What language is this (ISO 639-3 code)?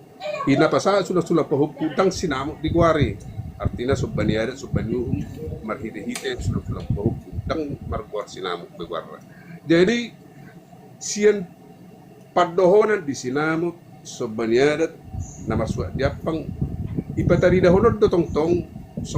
bbc